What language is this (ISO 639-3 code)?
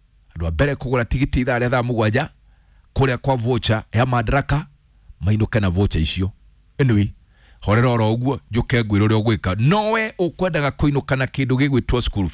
kik